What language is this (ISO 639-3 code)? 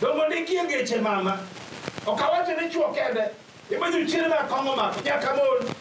luo